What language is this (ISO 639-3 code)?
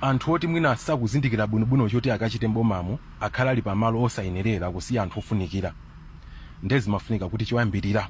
nya